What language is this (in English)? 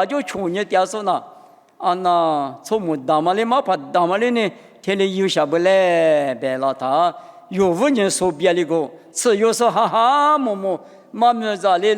Lisu